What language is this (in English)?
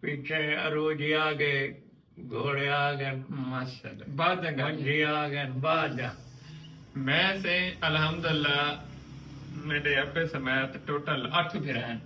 Saraiki